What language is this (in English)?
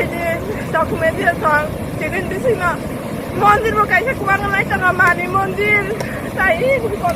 Kok Borok